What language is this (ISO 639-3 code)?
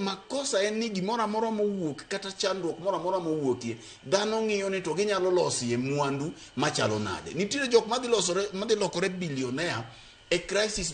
luo